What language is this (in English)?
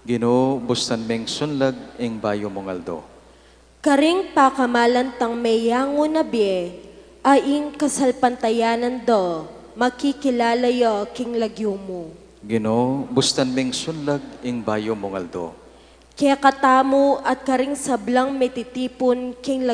Pampanga